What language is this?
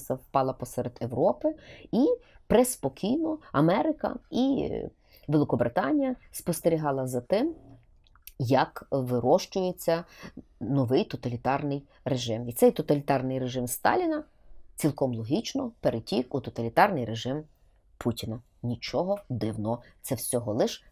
Ukrainian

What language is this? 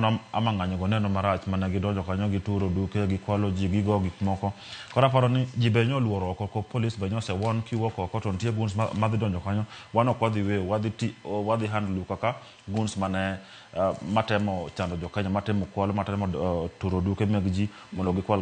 Luo (Kenya and Tanzania)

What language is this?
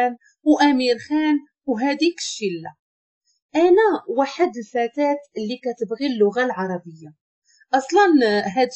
Moroccan Arabic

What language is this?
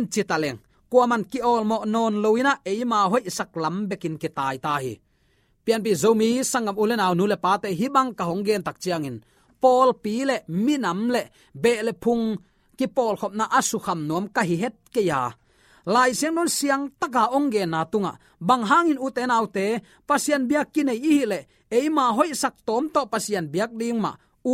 Tedim Chin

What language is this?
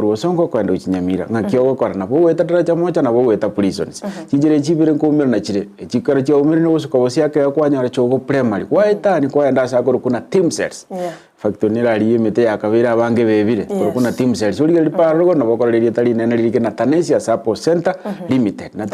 Gusii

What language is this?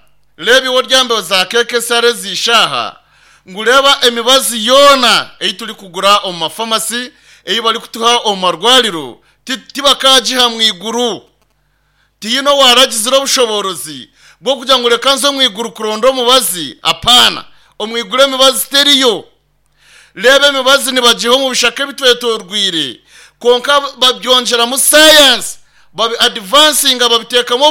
Nyankole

